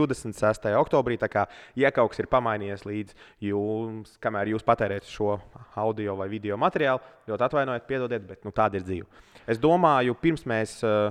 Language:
Latvian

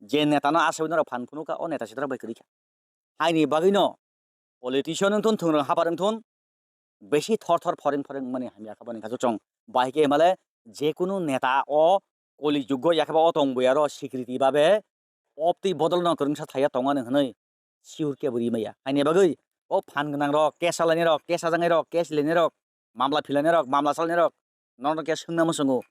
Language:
Kok Borok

